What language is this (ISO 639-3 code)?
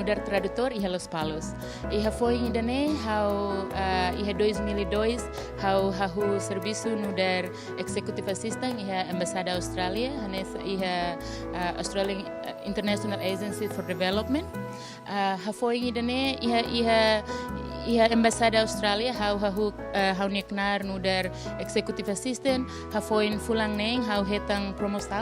tet